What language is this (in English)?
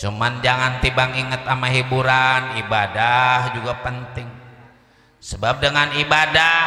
Betawi